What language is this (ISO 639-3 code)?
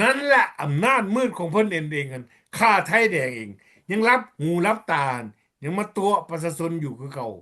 lao